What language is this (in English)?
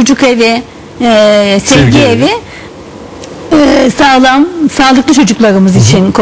Turkish